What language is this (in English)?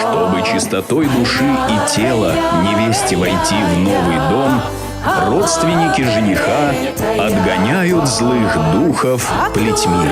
Chuvash